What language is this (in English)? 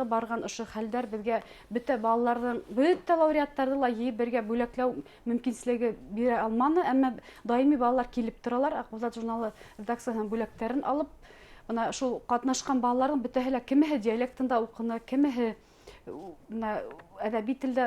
Bashkir